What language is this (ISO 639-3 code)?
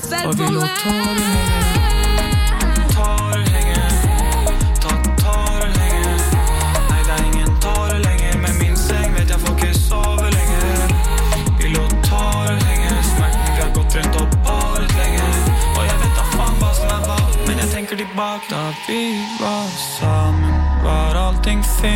nor